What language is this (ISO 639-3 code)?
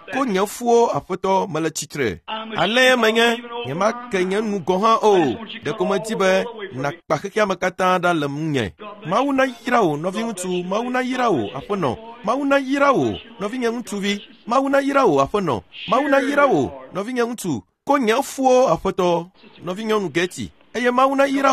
ewe